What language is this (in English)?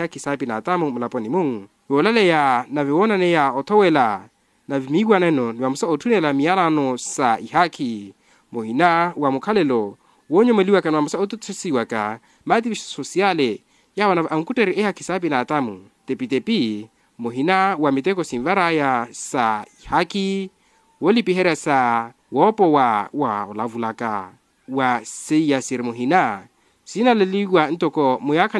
Makhuwa